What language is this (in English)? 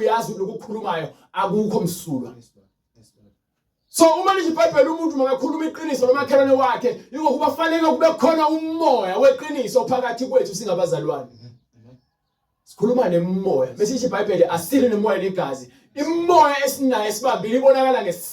Zulu